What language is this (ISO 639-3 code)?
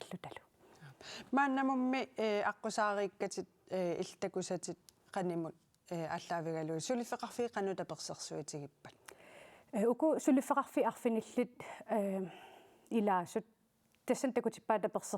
kal